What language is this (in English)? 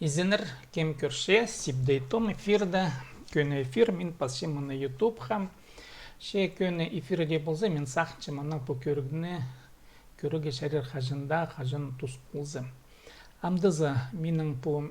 Khakas